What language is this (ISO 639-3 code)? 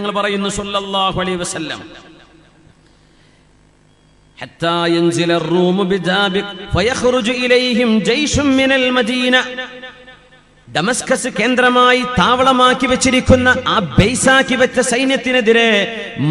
mal